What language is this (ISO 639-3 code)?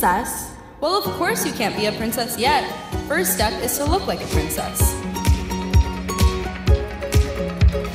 eng